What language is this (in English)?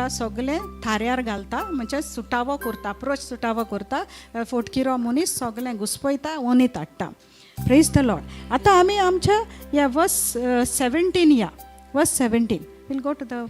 Konkani